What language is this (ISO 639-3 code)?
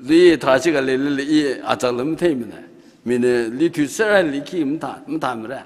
nmf